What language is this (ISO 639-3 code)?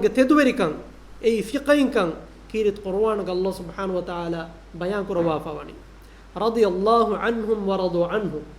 div